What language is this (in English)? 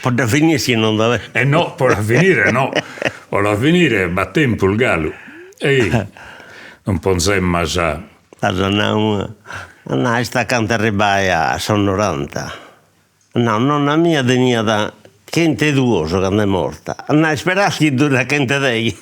Sardinian